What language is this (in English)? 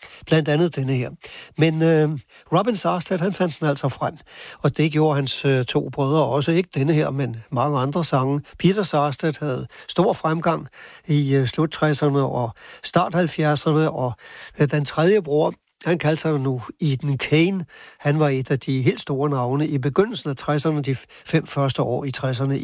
Danish